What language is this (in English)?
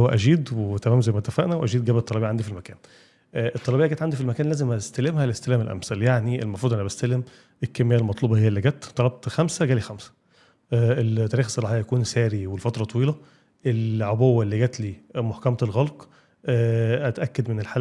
Egyptian Arabic